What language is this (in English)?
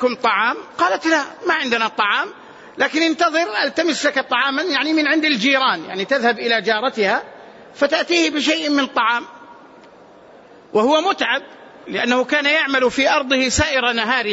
Arabic